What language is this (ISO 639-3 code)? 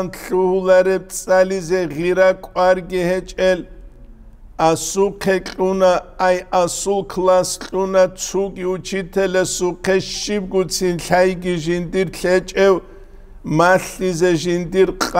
ava